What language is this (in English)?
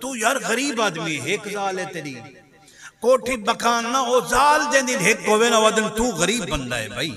Saraiki